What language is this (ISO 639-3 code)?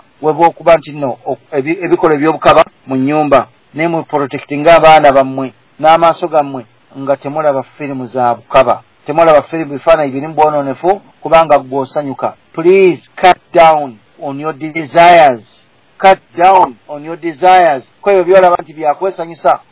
lug